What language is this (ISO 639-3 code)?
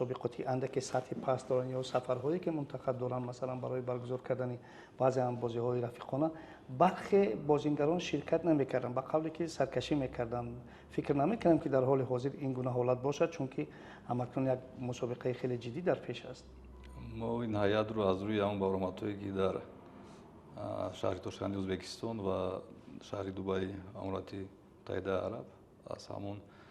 tgk